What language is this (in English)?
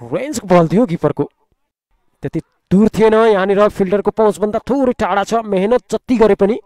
Nepali